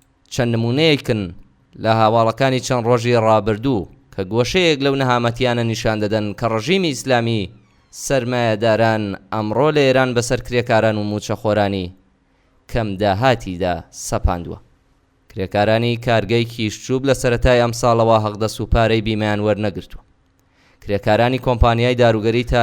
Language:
Central Kurdish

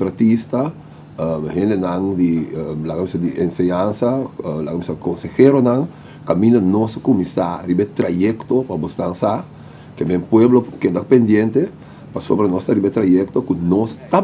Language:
Papiamento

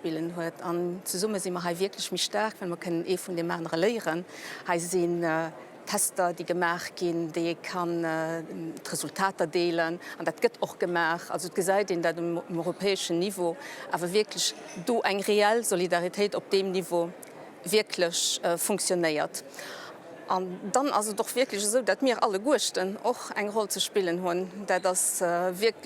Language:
Luxembourgish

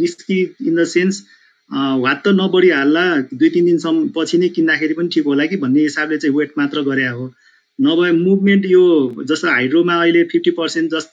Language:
Nepali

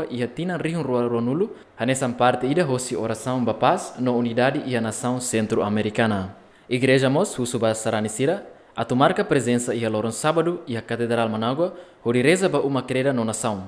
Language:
Tetum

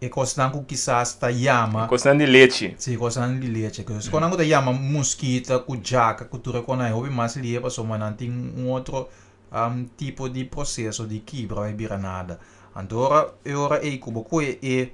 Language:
Papiamento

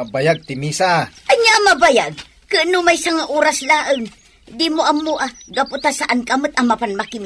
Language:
Iloko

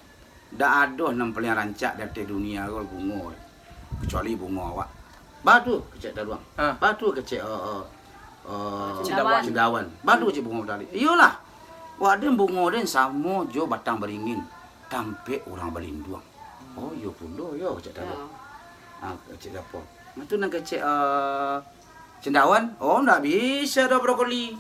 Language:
Minangkabau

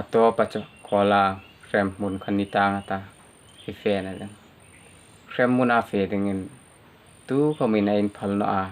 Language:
Hmar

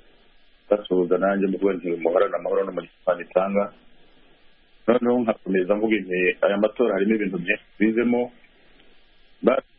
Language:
Kinyarwanda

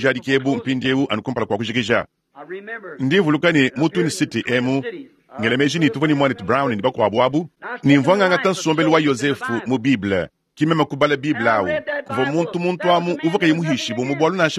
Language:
Luba-Lulua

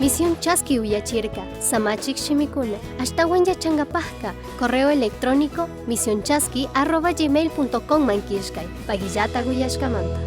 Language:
Chimborazo Highland Quichua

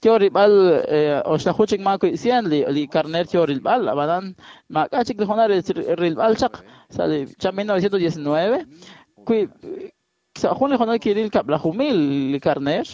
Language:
Kekchí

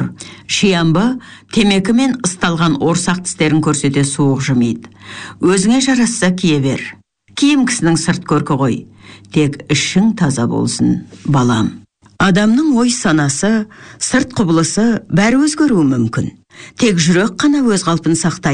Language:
Kazakh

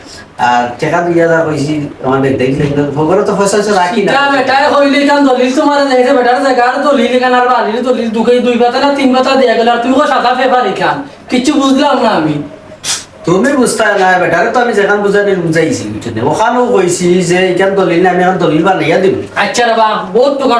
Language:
Sylheti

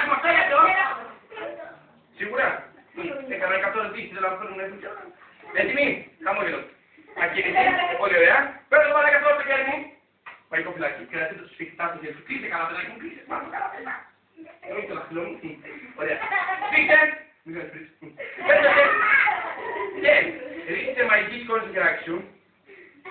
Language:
Greek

